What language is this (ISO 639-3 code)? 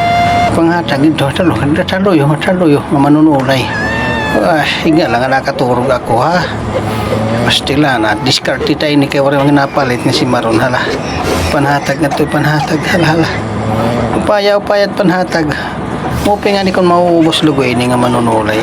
war